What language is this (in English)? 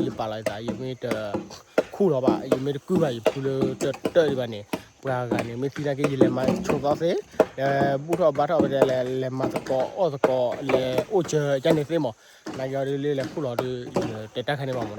S'gaw Karen